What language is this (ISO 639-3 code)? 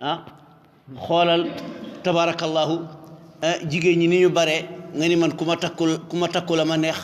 wol